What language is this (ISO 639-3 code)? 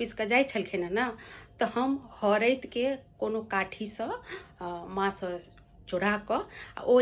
mai